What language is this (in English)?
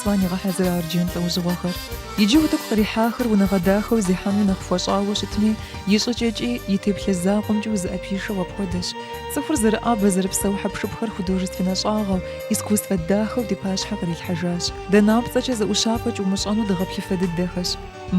Kabardian